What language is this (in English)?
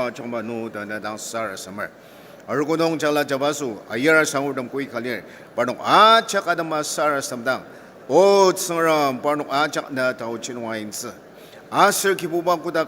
Ao Naga